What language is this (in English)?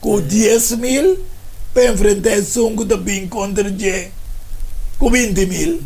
Papiamento